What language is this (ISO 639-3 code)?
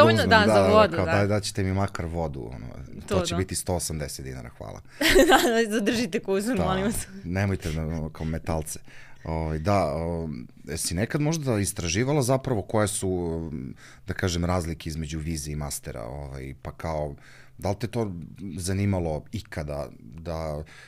srp